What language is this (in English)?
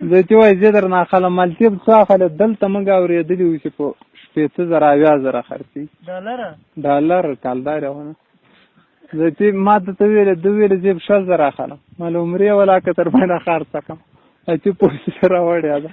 Pashto